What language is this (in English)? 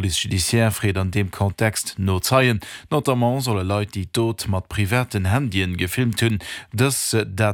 Luxembourgish